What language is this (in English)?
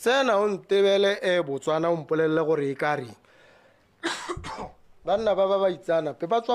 Tswana